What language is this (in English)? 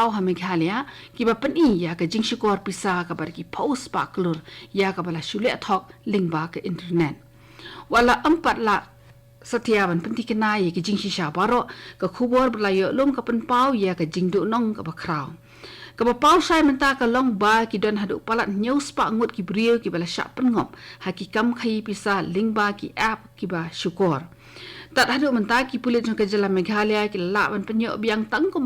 Khasi